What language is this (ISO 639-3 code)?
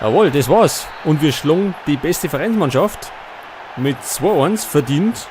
bar